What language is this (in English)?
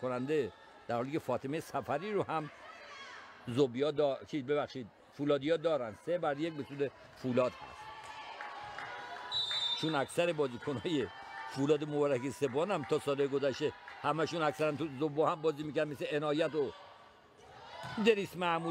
Persian